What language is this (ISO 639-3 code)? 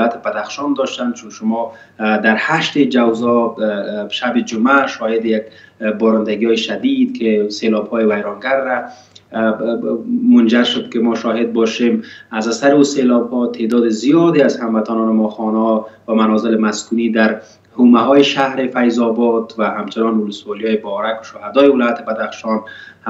fas